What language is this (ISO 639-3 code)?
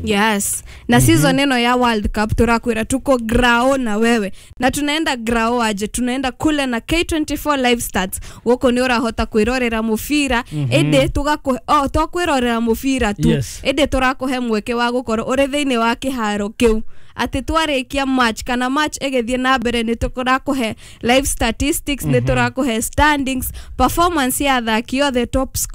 kik